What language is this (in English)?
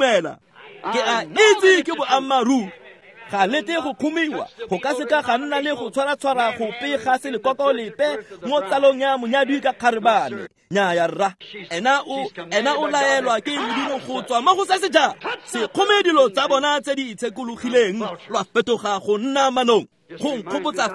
Tswana